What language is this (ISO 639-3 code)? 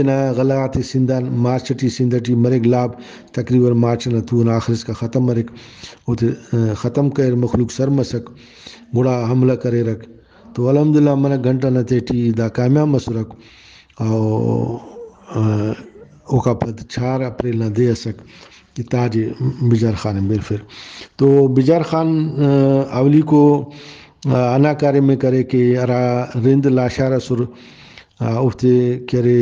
brh